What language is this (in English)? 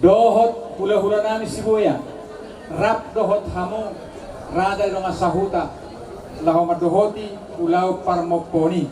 Batak Toba